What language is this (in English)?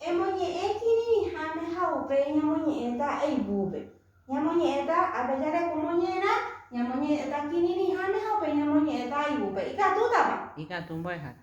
Guarani